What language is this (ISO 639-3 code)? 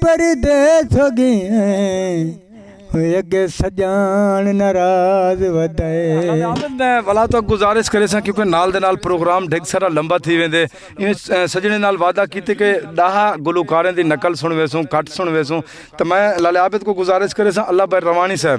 skr